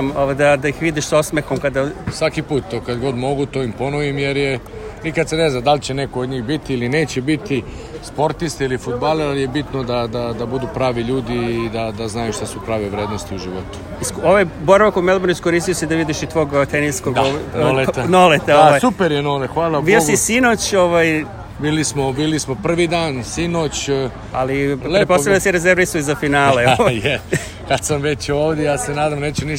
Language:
Serbian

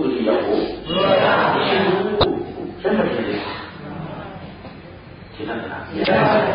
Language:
Burmese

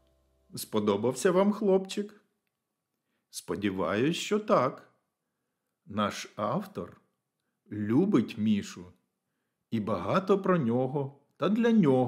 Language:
Ukrainian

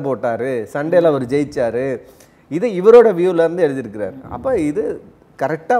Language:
Tamil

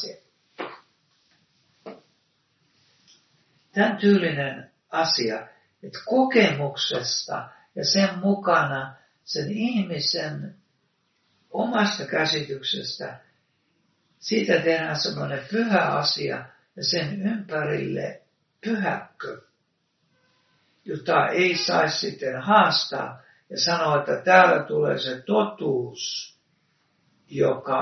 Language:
Finnish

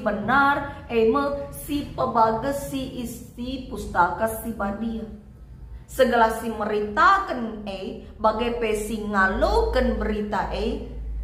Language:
Batak Karo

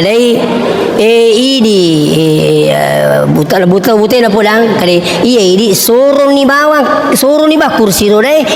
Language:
Buginese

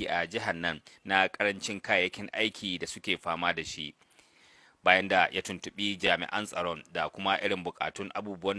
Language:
Hausa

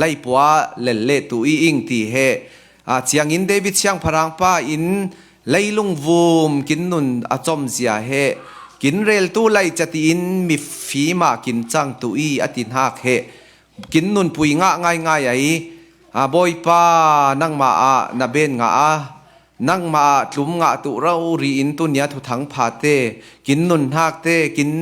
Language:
Falam Chin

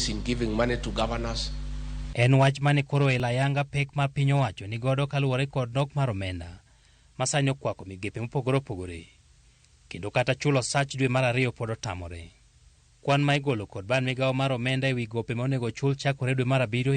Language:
Luo (Kenya and Tanzania)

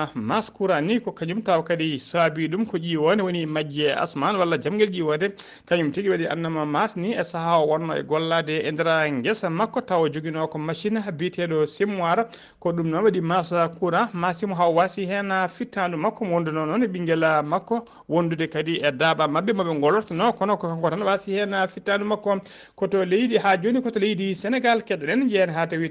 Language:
Fula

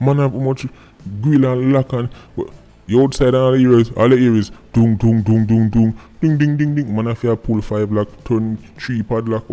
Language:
Jamaican Creole English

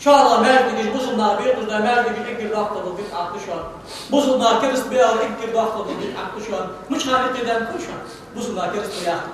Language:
Ingush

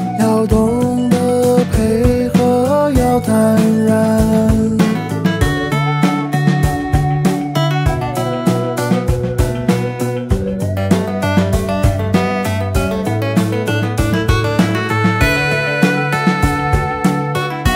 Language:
Chinese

